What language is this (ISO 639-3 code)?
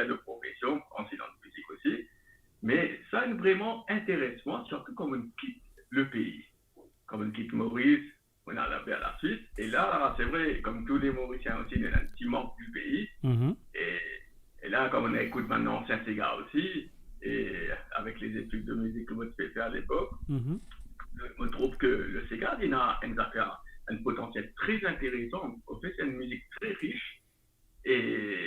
mfe